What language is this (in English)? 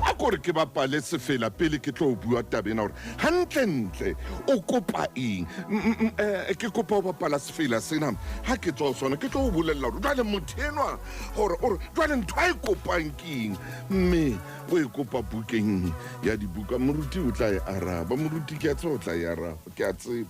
Southern Sotho